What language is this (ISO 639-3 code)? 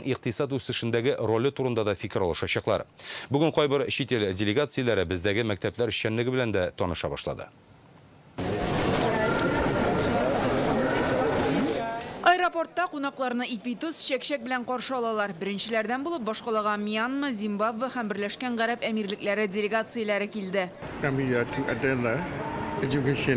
tat